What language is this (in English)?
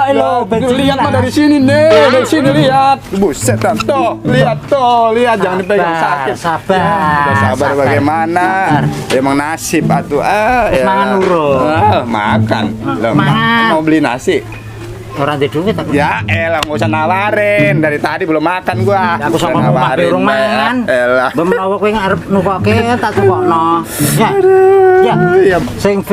Betawi